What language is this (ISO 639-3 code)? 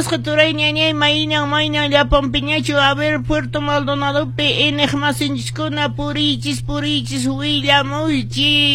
que